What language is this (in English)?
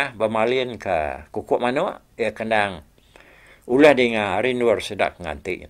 Iban